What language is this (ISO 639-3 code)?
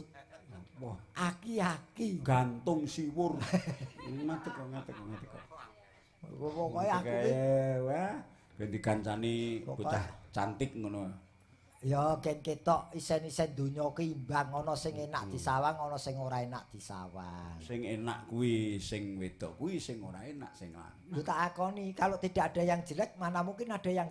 jav